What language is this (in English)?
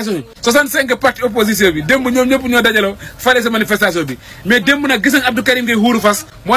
Wolof